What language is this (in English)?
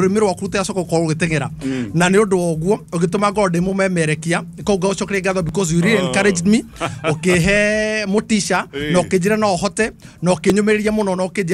Kikuyu